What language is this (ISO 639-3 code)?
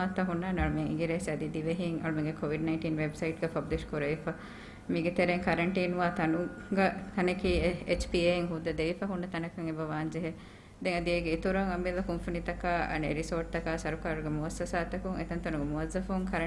div